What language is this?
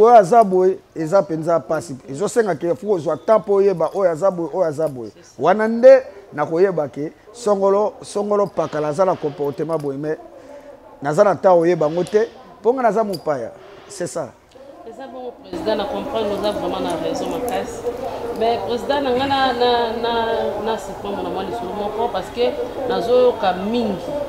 Lingala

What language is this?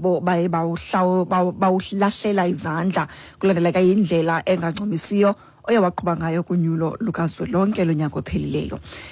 Xhosa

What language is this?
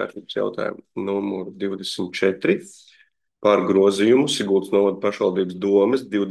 Latvian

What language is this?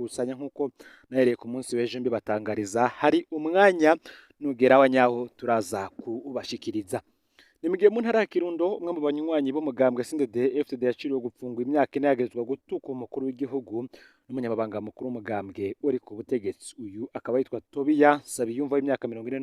Rundi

